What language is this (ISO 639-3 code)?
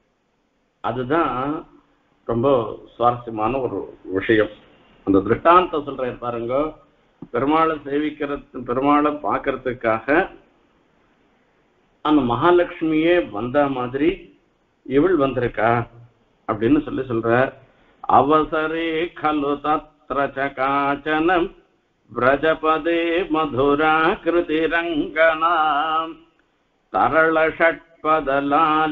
tam